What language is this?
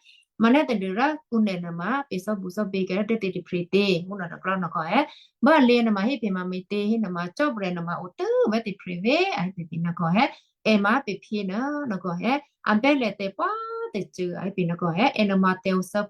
Western Kayah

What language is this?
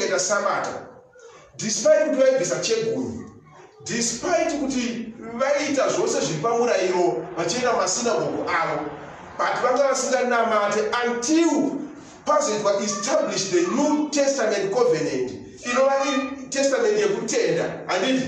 Shona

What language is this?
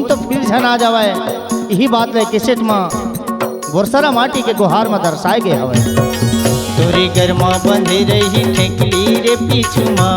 Chhattisgarhi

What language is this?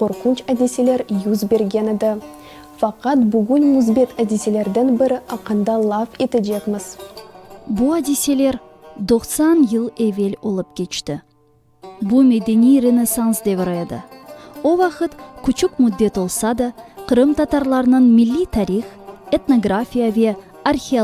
Crimean Tatar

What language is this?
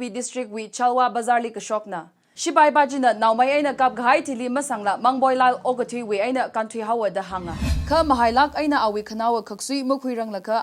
Tangkhul Naga (India)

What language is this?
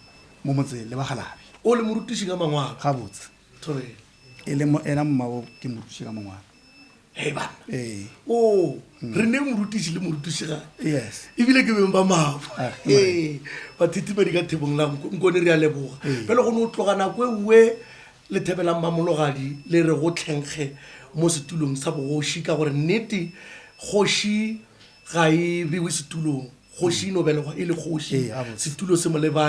Northern Sotho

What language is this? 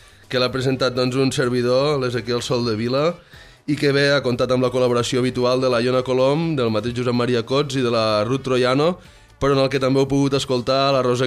Catalan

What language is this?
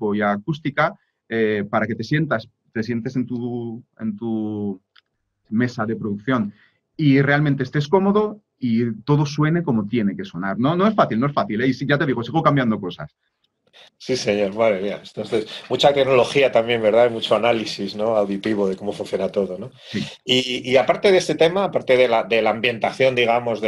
Spanish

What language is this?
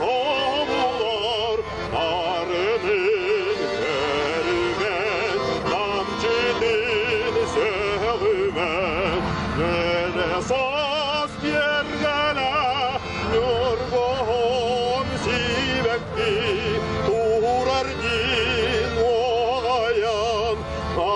Yakut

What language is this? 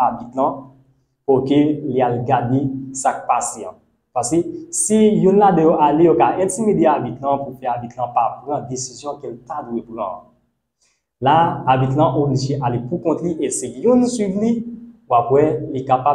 Haitian Creole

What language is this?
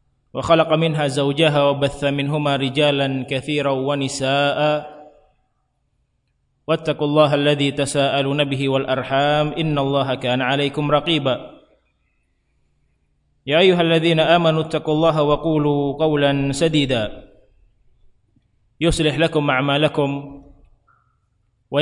Indonesian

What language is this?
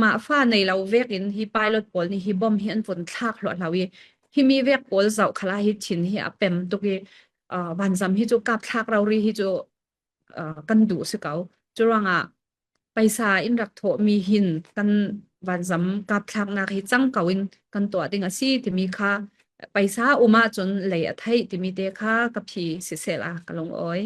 Falam Chin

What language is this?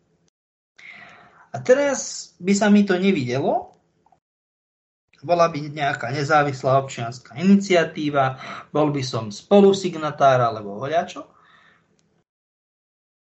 Slovak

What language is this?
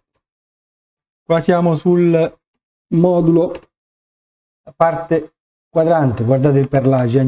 Italian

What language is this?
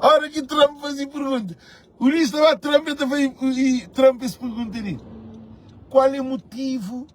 Kabuverdianu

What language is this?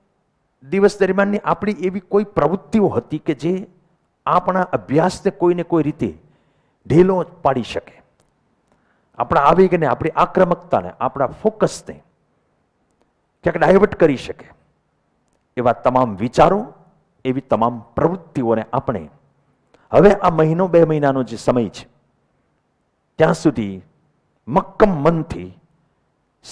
Gujarati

